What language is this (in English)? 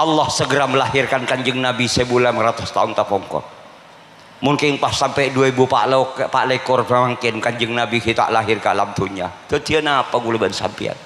Madurese